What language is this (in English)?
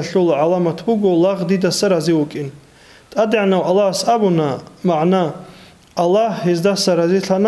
Avaric